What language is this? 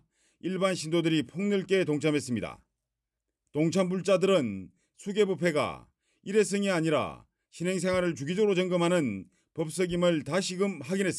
Korean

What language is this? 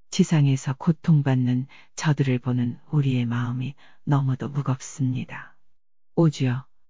Korean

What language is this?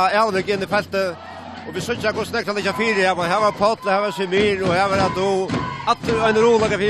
Faroese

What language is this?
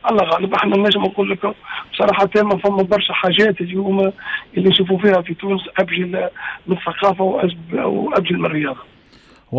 Tunisian Arabic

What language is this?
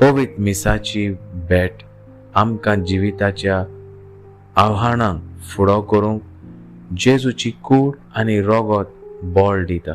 Konkani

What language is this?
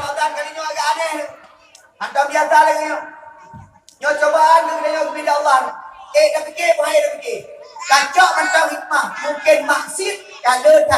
Achinese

